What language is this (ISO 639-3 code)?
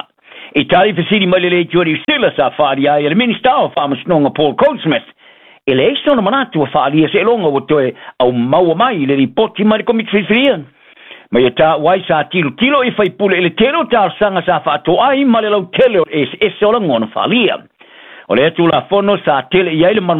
smo